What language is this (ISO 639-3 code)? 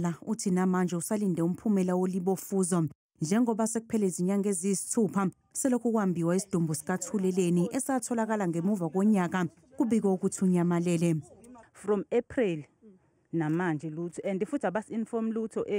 zul